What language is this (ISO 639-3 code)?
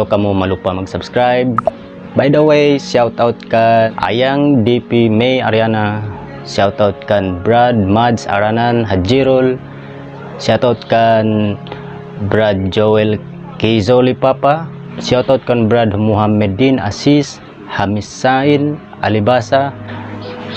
tsg